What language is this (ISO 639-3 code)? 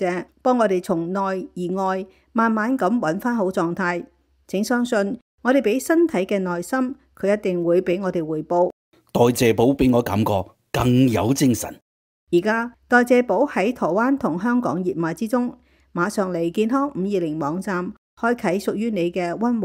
yue